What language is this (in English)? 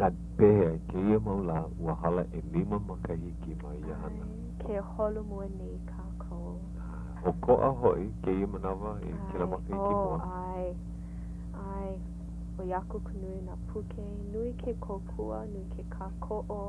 Hawaiian